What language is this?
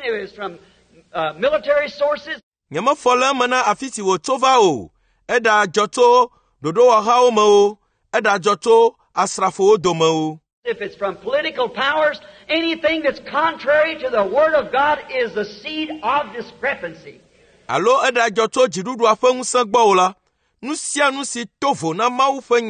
Ewe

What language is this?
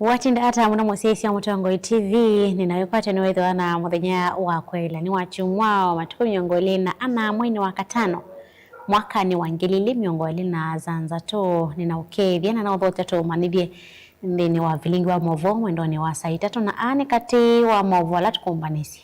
Kamba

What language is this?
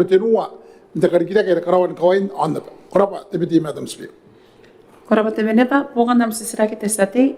Gilbertese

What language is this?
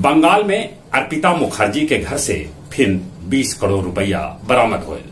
Magahi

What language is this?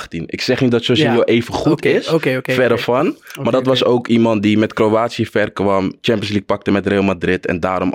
Dutch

